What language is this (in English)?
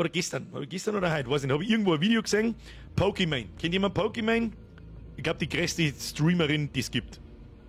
Bavarian